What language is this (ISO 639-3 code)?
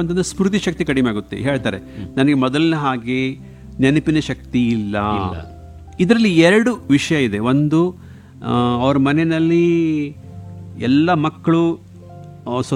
kan